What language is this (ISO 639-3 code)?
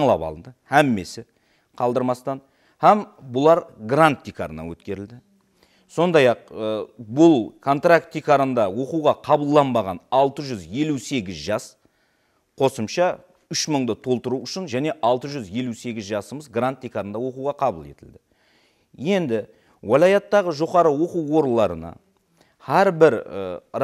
kaa